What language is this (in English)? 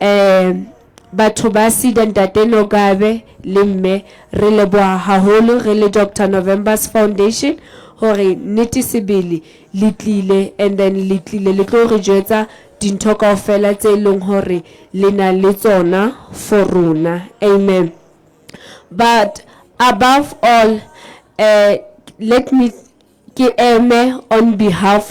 Southern Sotho